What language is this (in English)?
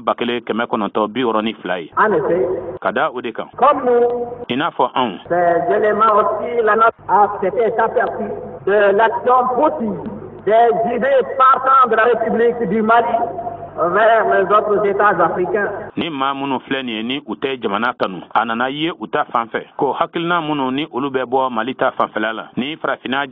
Bambara